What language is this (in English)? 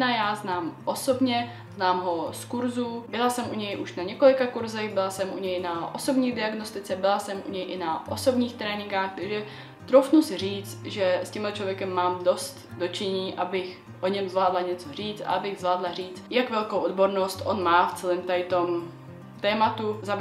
Czech